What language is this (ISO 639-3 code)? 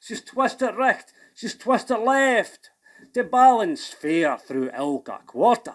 sco